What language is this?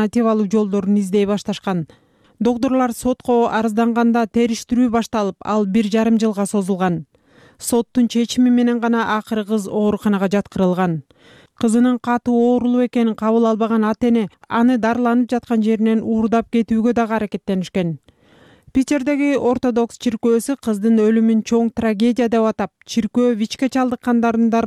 Kyrgyz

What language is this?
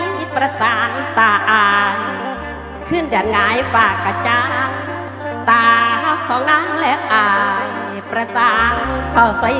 Northeastern Thai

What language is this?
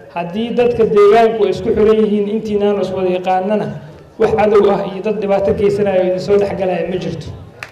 Somali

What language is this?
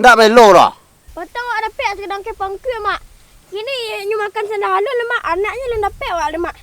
Minangkabau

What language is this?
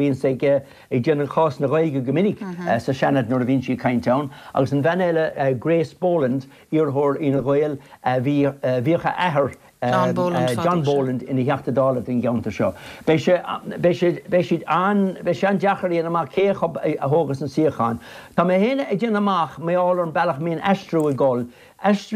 Irish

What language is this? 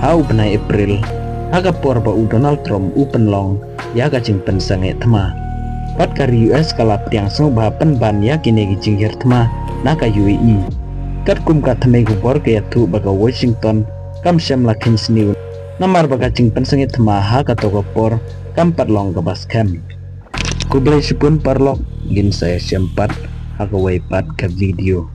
Khasi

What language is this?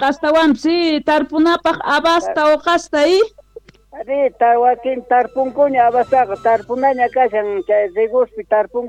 South Bolivian Quechua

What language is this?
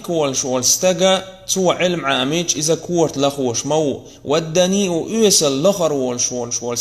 Chechen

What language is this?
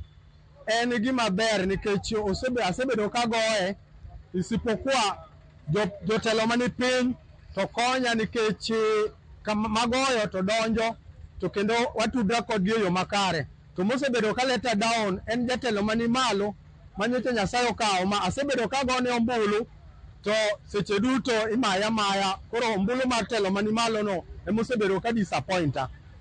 Luo (Kenya and Tanzania)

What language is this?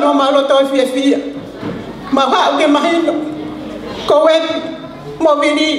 Tongan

